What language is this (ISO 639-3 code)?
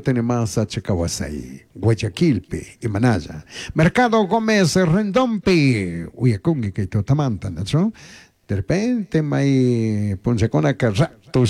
qug